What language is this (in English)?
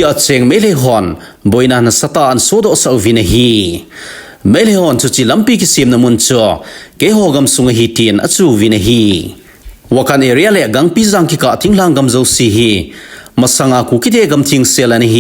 Thado Chin